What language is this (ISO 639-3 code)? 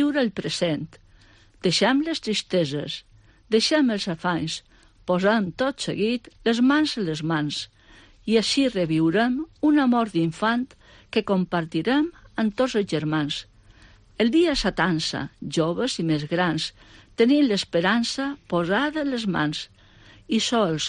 cat